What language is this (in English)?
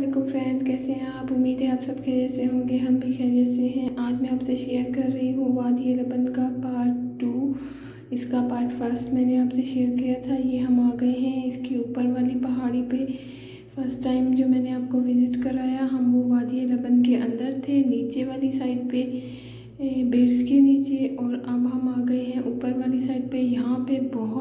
Hindi